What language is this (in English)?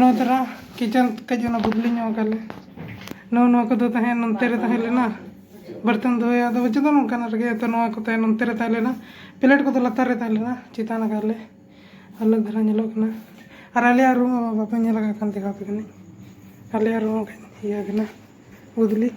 Santali